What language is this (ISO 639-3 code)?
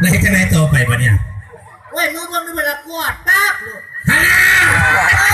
lao